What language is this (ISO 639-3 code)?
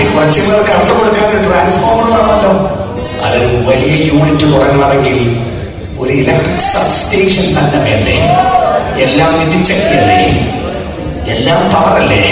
mal